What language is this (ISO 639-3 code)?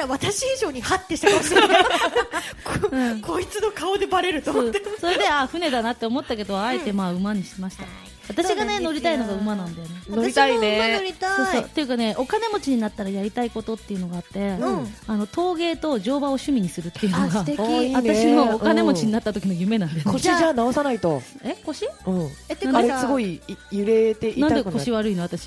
jpn